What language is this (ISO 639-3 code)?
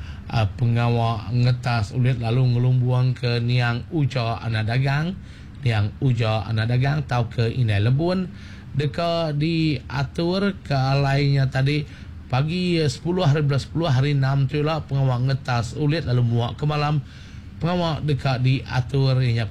iba